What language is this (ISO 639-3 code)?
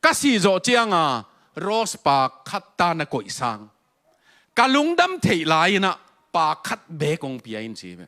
ctd